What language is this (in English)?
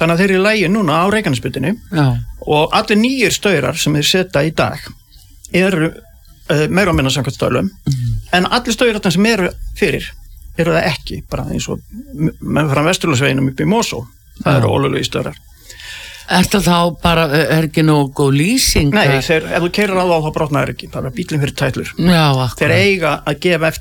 Icelandic